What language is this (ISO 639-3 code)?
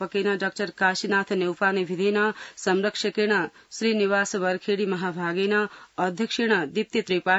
san